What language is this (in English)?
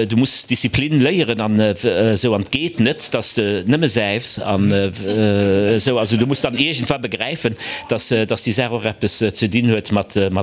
Luxembourgish